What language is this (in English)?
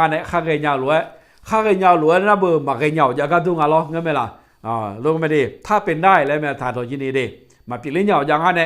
Akha